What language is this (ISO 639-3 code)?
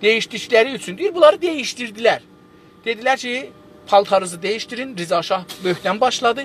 azb